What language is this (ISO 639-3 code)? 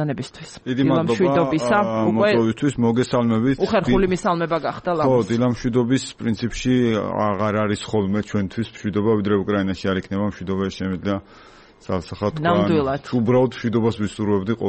kat